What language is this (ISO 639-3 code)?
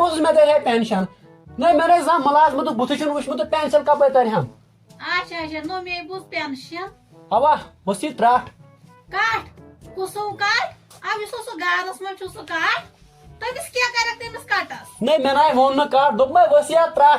kas